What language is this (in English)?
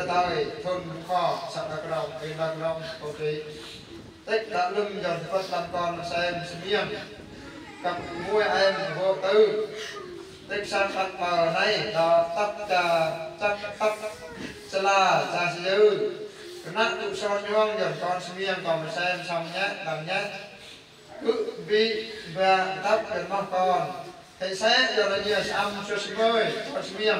Eastern Bru